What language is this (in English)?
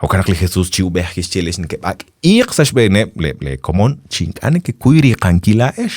Kekchí